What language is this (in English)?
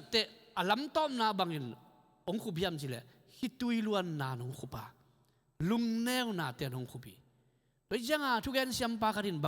Tedim Chin